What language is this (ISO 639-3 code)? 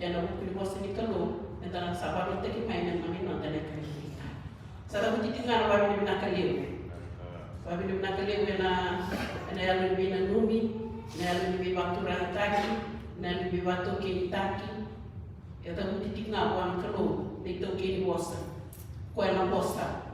fij